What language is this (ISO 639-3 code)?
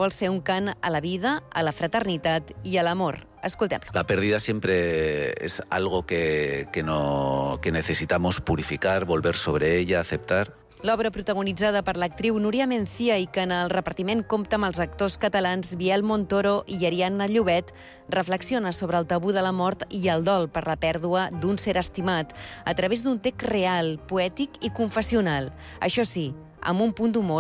cat